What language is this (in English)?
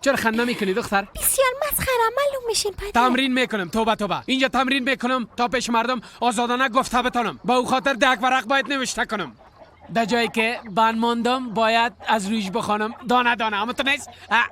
Persian